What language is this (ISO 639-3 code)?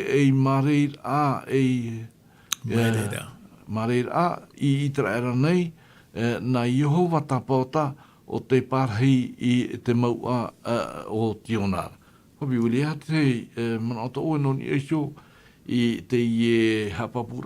tah